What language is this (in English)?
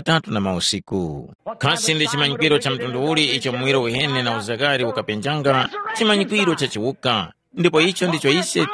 Tumbuka